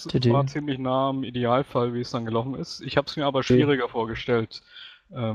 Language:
German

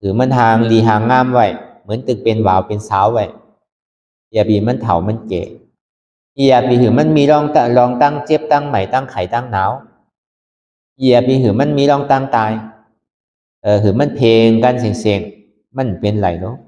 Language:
Shan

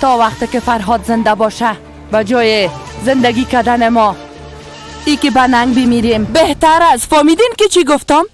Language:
Persian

